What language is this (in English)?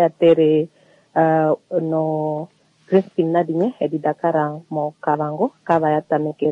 Kuanyama